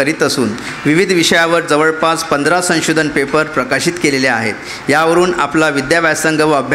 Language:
Marathi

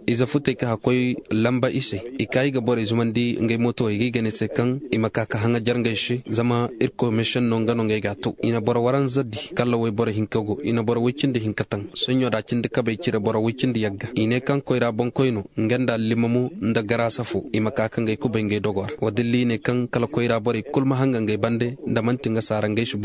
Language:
Koyraboro Senni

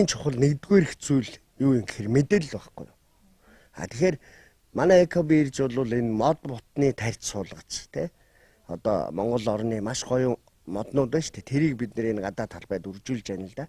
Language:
Mongolian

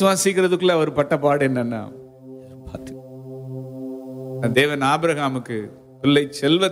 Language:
Tamil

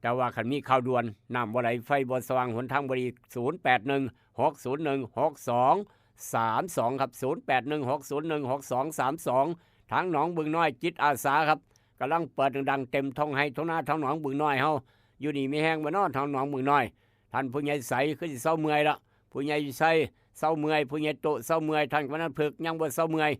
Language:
Northeastern Thai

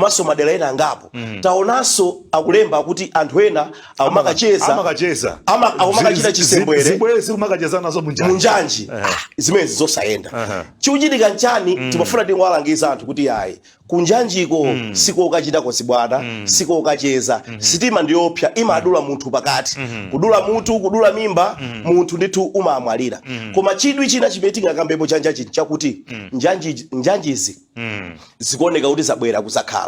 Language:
Nyanja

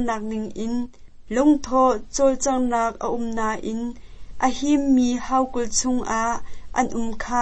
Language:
Hakha Chin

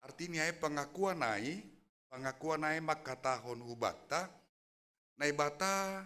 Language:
Batak Simalungun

